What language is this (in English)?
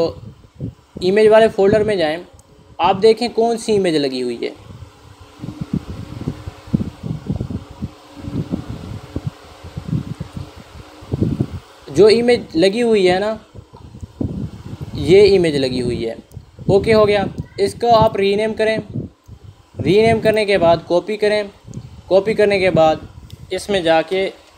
Hindi